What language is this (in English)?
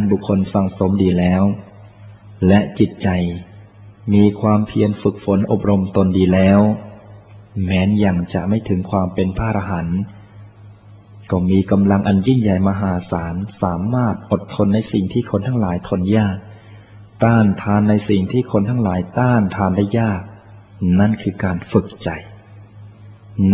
Thai